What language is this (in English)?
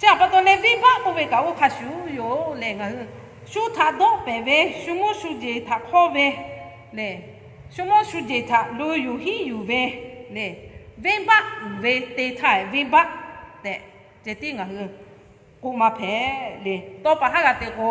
Lahu